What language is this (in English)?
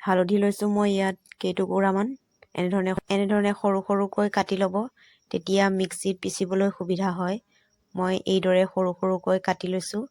Assamese